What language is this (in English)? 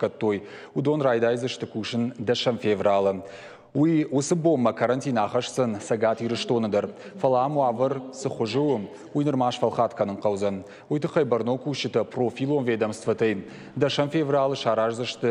Ossetic